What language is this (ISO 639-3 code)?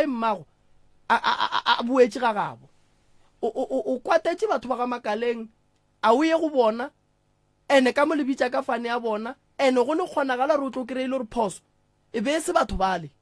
nso